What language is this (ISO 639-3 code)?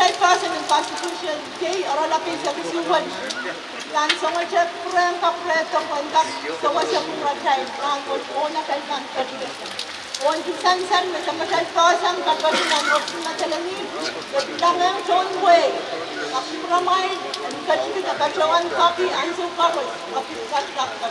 pon